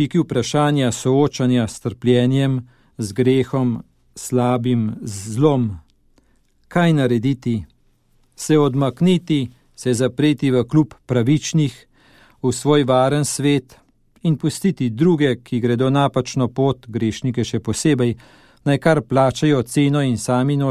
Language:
Slovenian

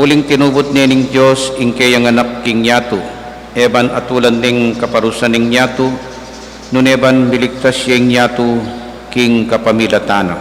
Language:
Pampanga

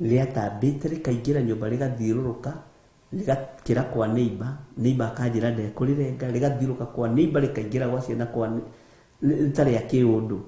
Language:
Kikuyu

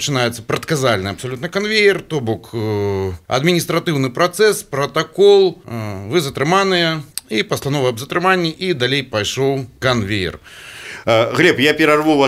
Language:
Belarusian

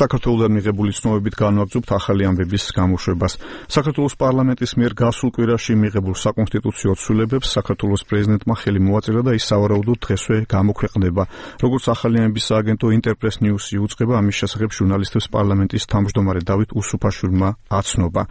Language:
Georgian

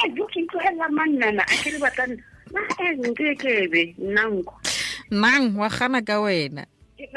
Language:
Tswana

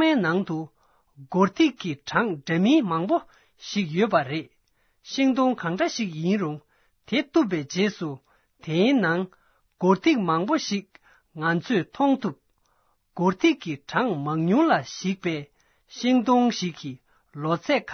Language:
Tibetan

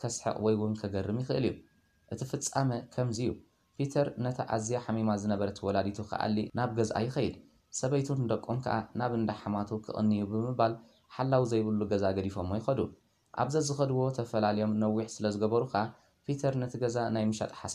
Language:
Tigrinya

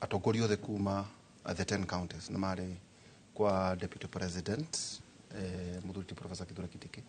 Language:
Kikuyu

